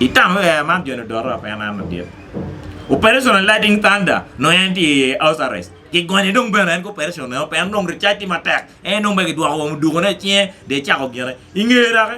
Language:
Acoli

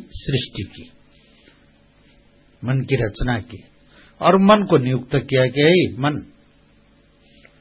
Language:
Hindi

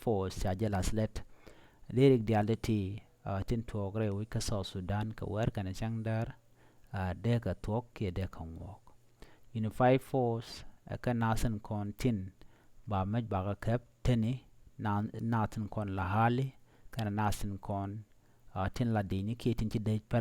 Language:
Nuer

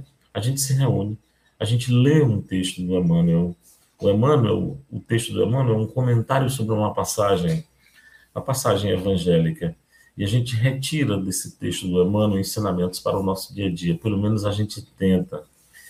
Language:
Portuguese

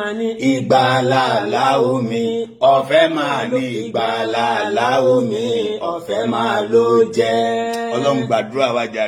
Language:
Yoruba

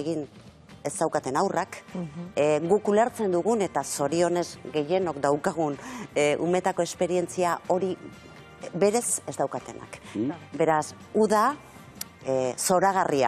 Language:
Basque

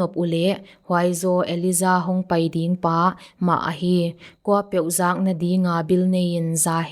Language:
Paite Chin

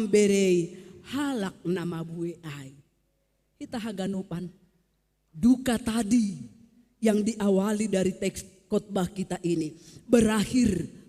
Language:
Batak Simalungun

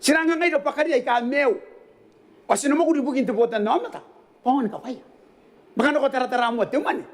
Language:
Gilbertese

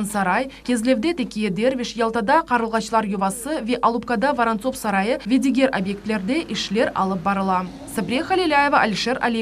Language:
Crimean Tatar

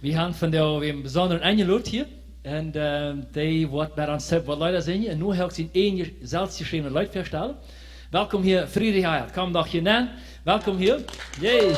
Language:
Plautdietsch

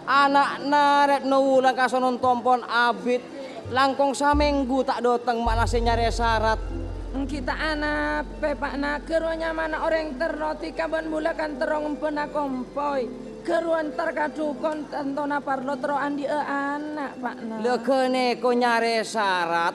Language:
Madurese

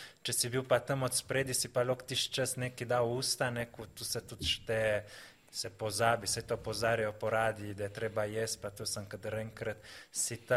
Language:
Slovenian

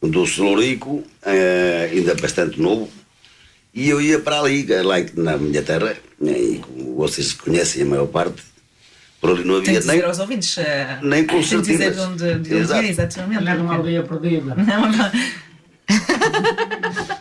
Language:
Portuguese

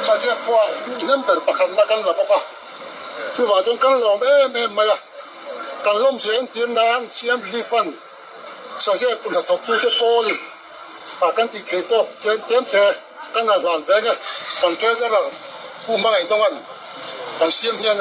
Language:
Mizo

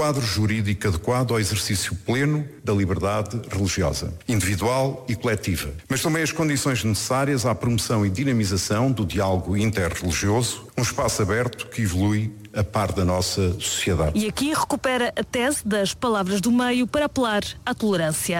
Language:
Portuguese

